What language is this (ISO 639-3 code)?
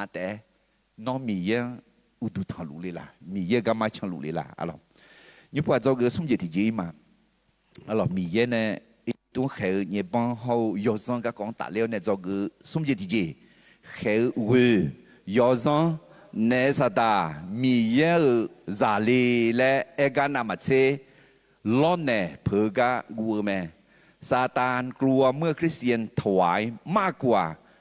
ahk